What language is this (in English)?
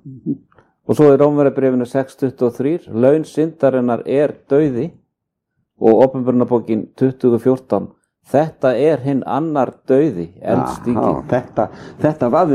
Icelandic